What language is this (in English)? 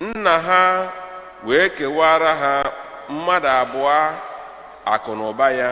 Igbo